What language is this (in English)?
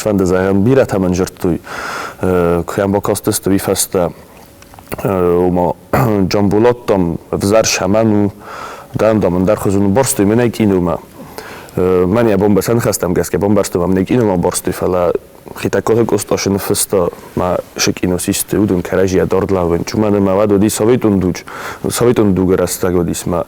Ossetic